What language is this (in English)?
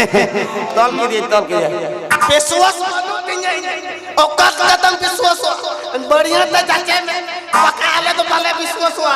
Santali